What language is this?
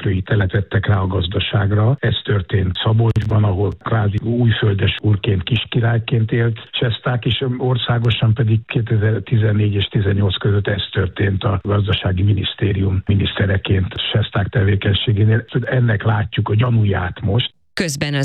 Hungarian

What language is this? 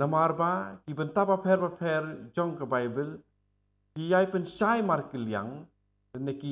Khasi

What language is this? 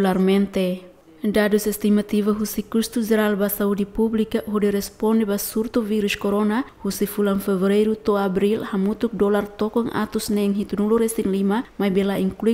Tetum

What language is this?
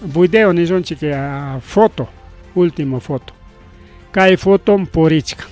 Ayacucho Quechua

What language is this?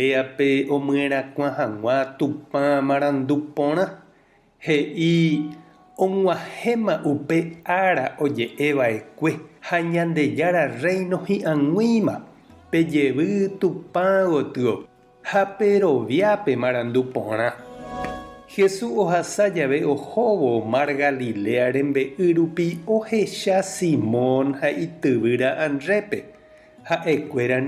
Guarani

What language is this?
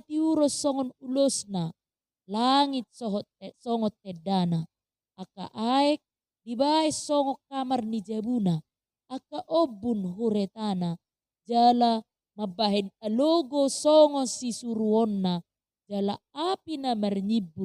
Batak Toba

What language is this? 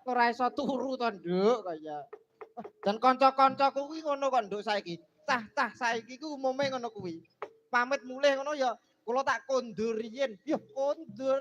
Javanese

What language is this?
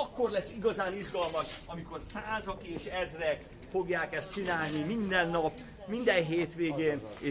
Hungarian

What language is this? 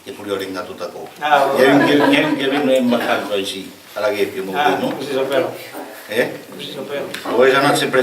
Occitan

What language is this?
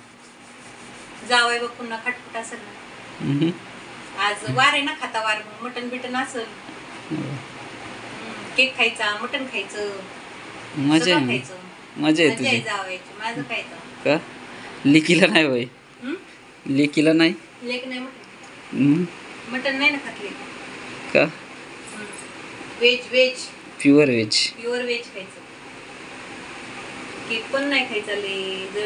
Marathi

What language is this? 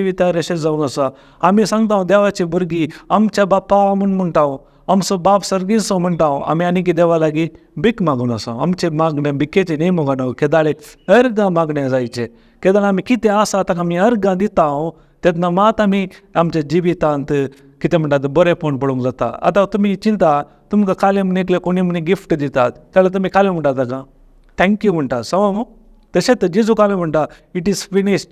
Konkani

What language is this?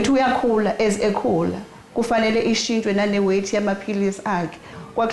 Zulu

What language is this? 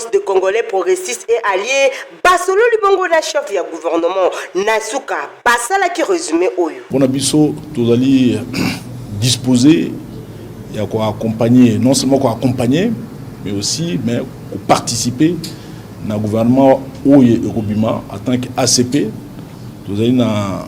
Lingala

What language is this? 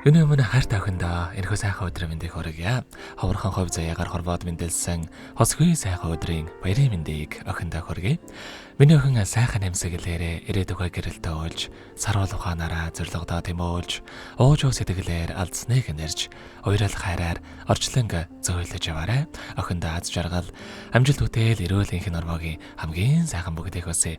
Mongolian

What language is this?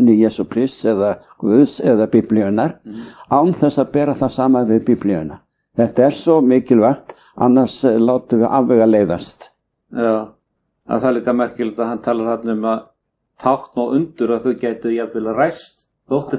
Icelandic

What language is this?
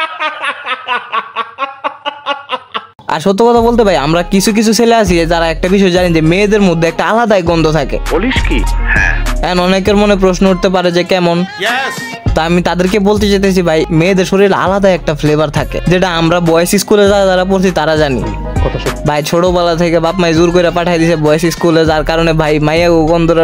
Bangla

